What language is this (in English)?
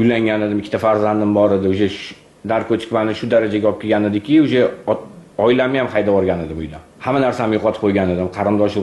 Uzbek